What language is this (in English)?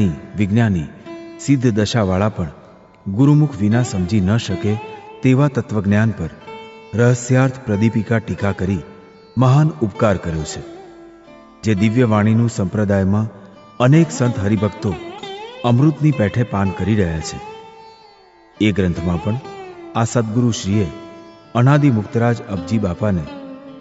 Gujarati